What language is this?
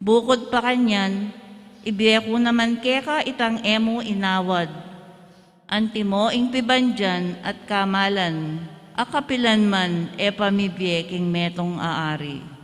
Pampanga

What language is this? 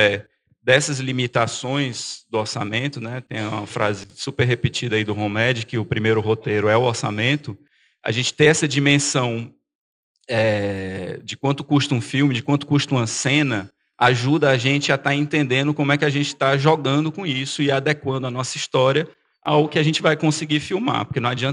Portuguese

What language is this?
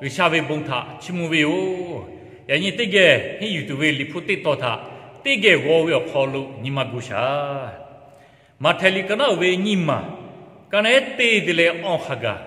Lahu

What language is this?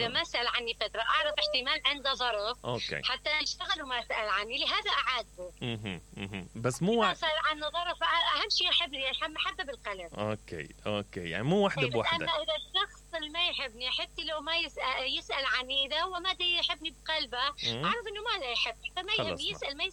Mesopotamian Arabic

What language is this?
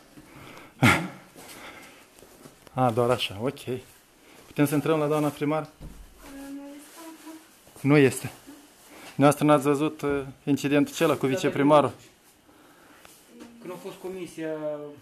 Romanian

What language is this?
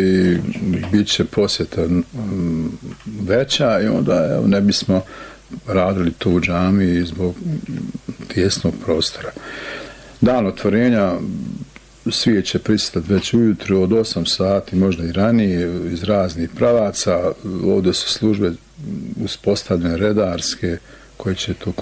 Bosnian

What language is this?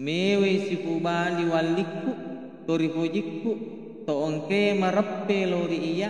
Buginese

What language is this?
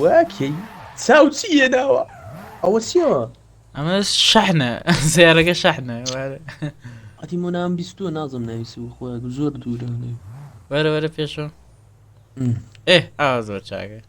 Central Kurdish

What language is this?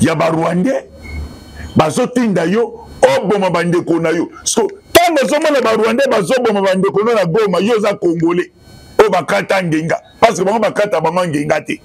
Lingala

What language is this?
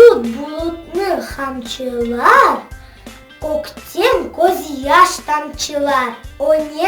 Crimean Tatar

